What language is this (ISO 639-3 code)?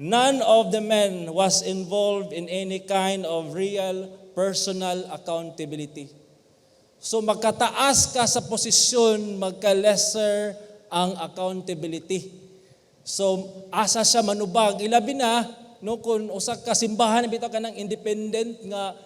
ceb